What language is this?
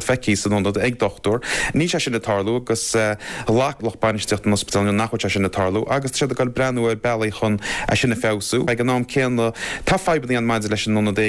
Irish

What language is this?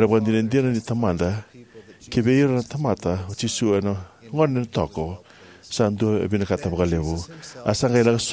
Fijian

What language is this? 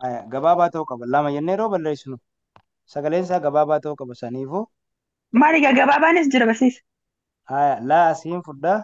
Oromo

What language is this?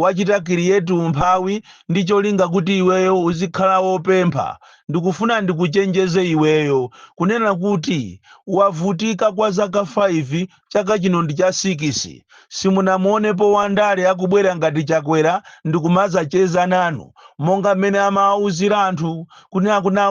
Nyanja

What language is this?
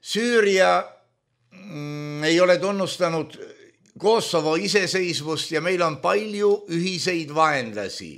Estonian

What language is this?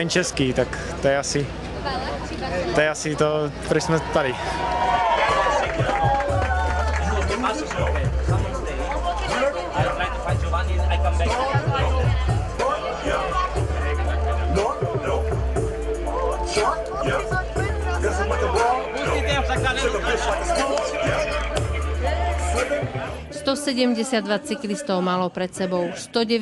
Slovak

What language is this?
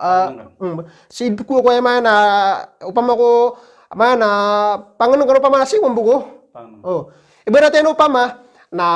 Maranao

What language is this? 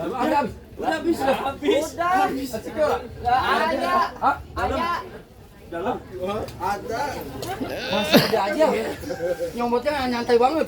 Betawi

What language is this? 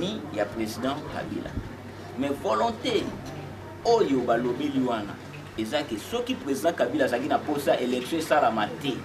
Lingala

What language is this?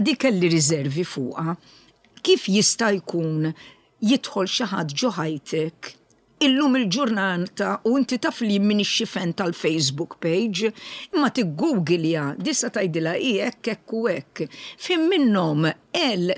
Maltese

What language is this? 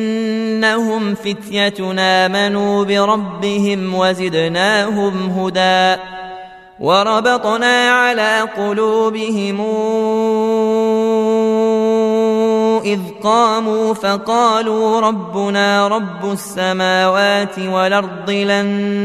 Arabic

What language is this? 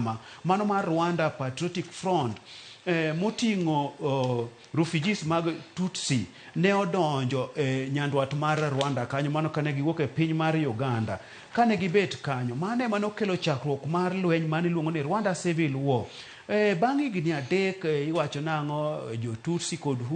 Luo (Kenya and Tanzania)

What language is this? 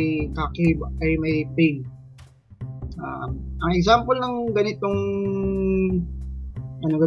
Filipino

